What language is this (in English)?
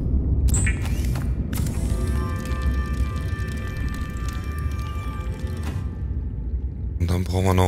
German